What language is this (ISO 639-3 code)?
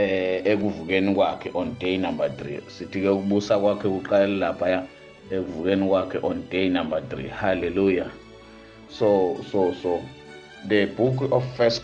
zul